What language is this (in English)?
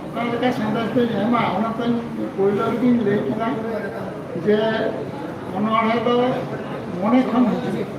Santali